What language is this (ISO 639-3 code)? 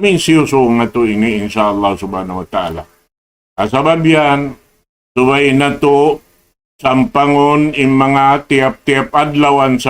tsg